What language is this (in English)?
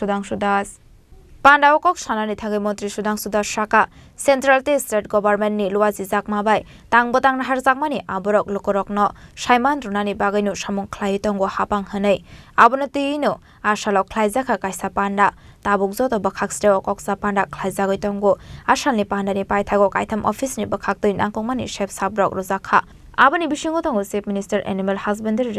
Kok Borok